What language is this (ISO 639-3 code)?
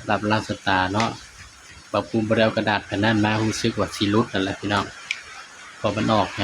tts